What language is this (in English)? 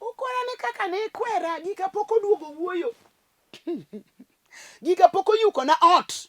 Luo (Kenya and Tanzania)